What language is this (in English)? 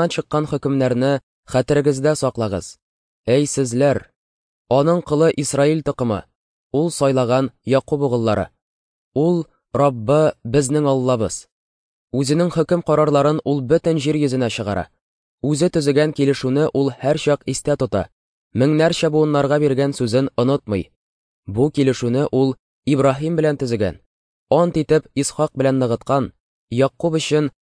Tatar